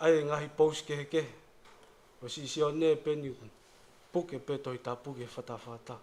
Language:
Tongan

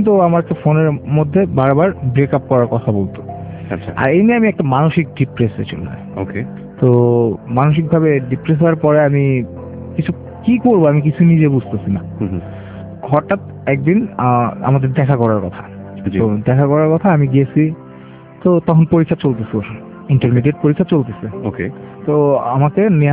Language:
Bangla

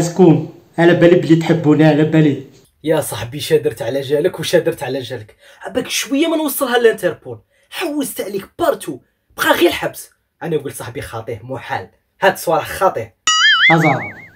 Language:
Algerian Arabic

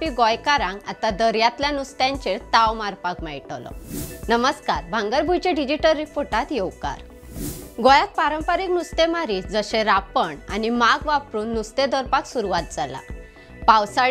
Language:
Konkani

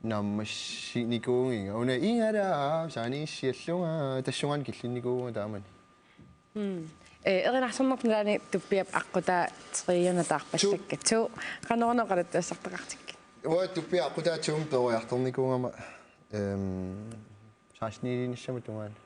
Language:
Kalaallisut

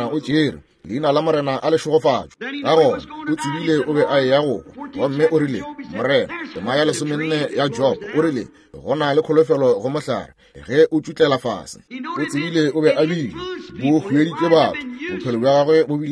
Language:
Northern Sotho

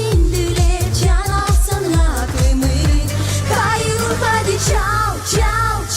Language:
Gagauz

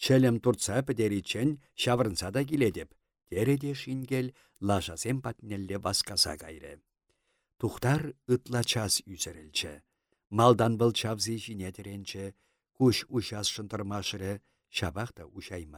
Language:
Chuvash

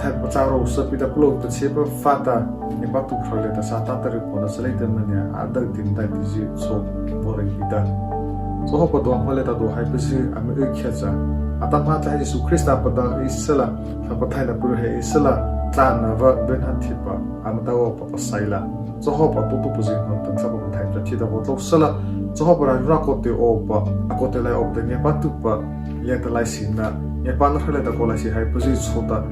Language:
Mara Chin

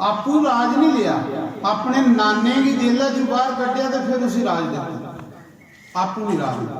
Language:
Dogri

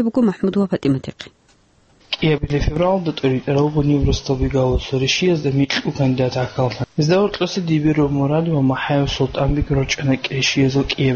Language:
Avaric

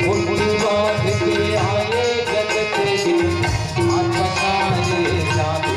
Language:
Chhattisgarhi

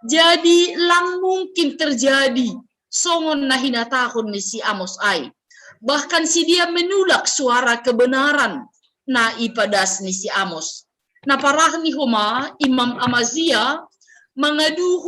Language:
Batak Simalungun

